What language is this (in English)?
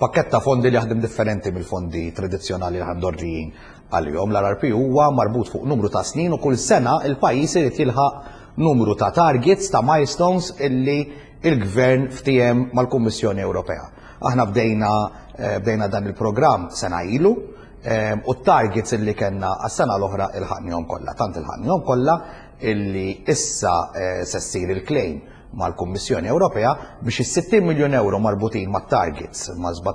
Maltese